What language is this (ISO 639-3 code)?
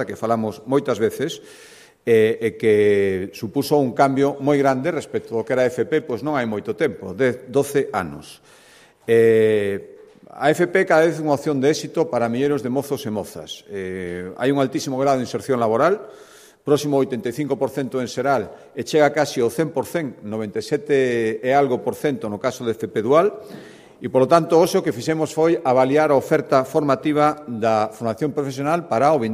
glg